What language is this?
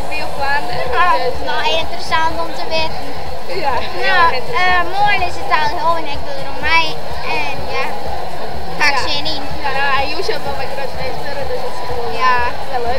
Western Frisian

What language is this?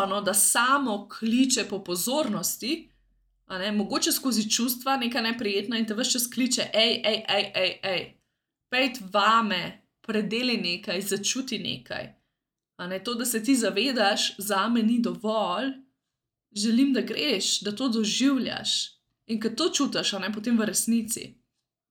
Slovenian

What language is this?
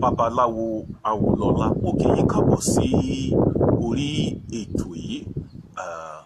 Yoruba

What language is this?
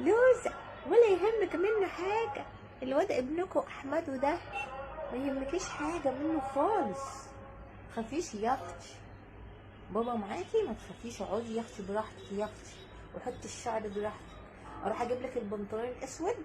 Egyptian Arabic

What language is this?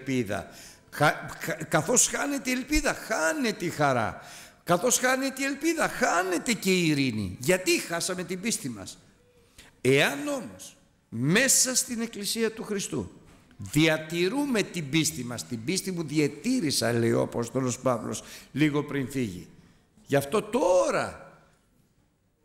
Greek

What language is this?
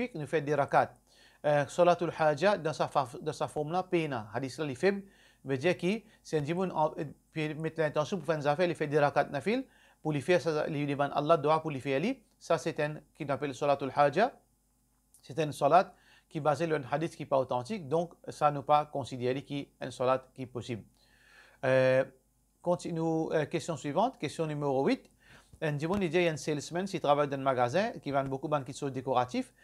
Morisyen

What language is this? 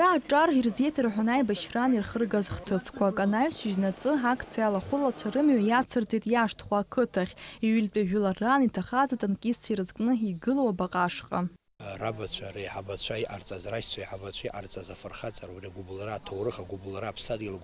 Abkhazian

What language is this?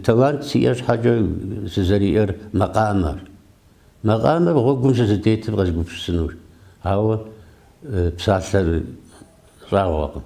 Kabardian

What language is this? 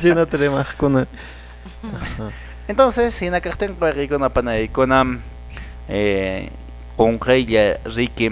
Quechua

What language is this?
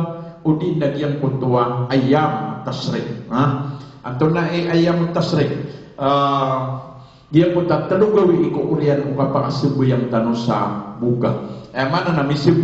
Maranao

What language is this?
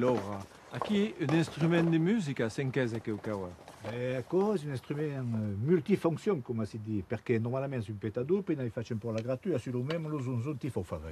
Occitan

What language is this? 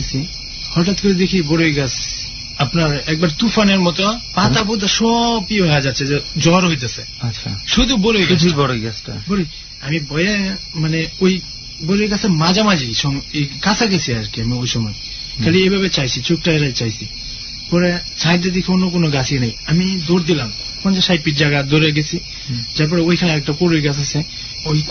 Bangla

